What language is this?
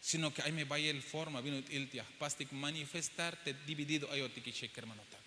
Tzeltal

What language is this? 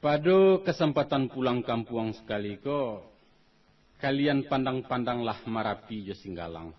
Minangkabau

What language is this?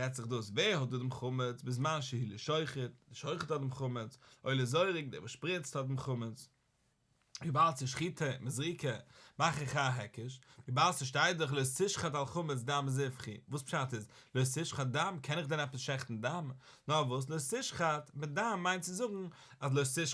Yiddish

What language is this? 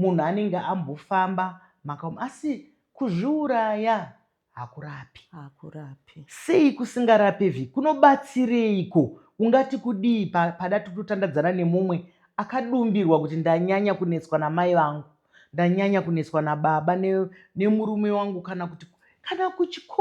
Shona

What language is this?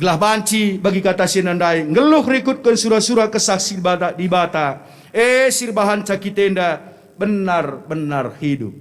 Batak Karo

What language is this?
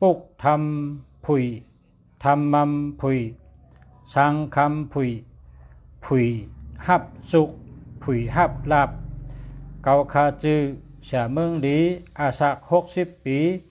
Shan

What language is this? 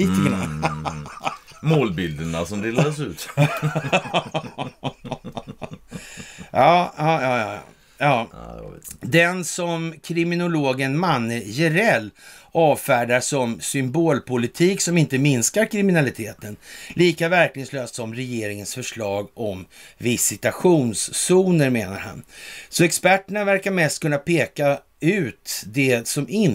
Swedish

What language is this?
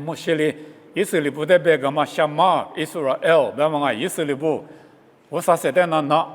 Lisu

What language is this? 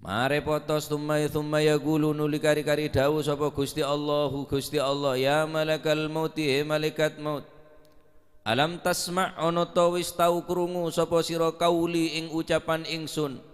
Madurese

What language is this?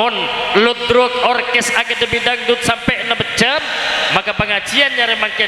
Madurese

